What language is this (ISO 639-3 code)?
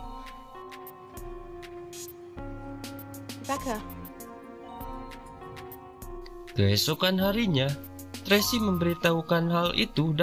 ind